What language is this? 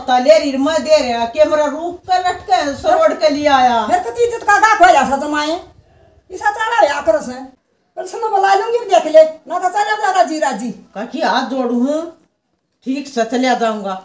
Haryanvi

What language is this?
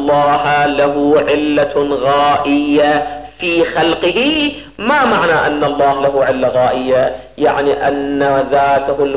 Arabic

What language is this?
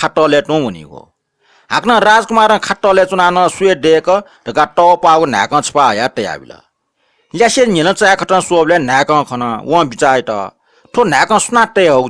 Newari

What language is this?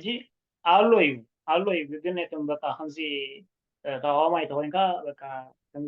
Tigrinya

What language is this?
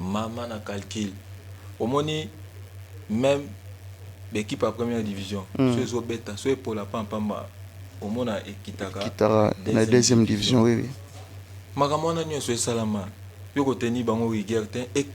Lingala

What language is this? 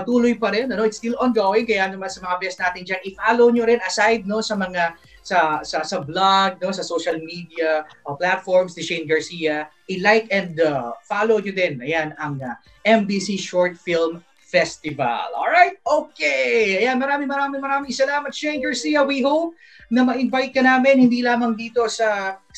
Filipino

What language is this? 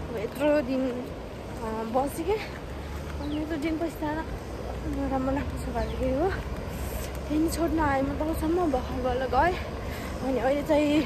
Nepali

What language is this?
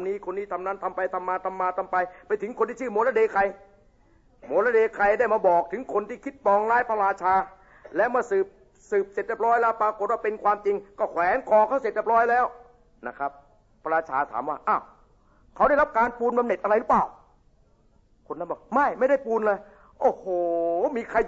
Thai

